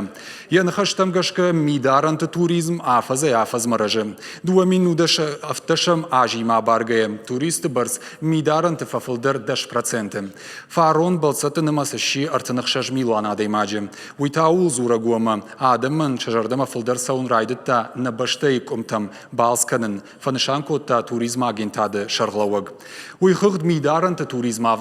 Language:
Ossetic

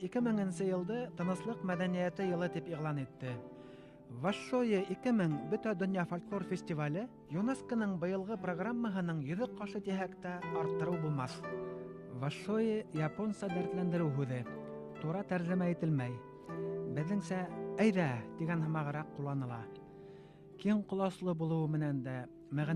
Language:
Bashkir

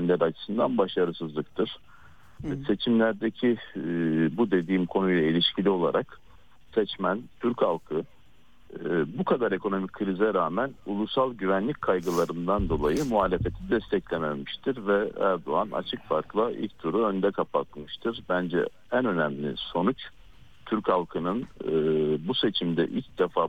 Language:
Turkish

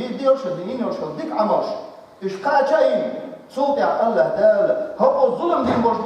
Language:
Chechen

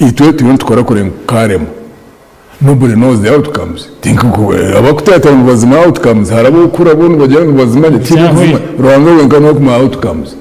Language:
Nyankole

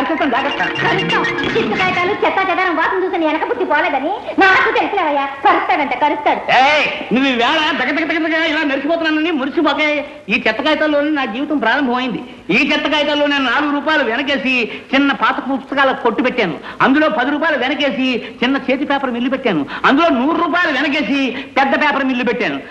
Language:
Telugu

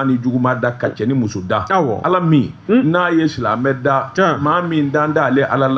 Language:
Bambara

